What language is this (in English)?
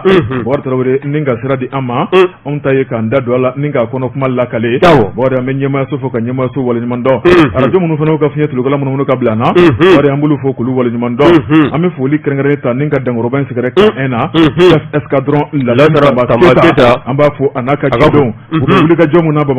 Bambara